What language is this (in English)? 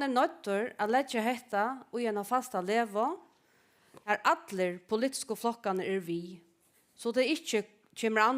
Faroese